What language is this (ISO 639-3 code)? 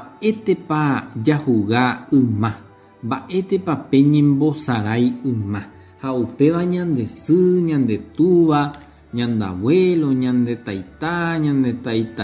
grn